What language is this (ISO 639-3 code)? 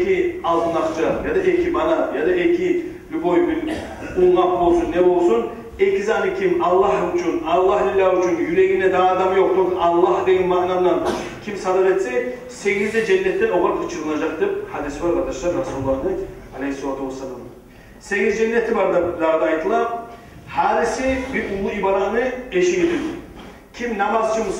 kum